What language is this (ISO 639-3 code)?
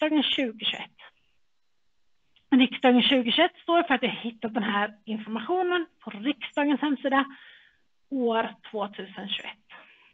swe